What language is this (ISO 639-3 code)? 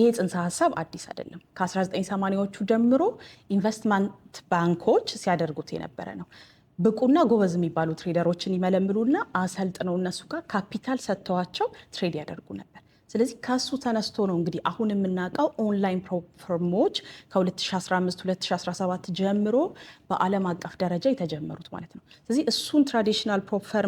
amh